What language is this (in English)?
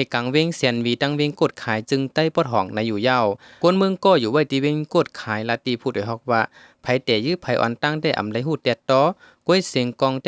Shan